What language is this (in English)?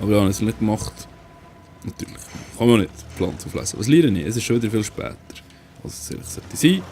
Swiss German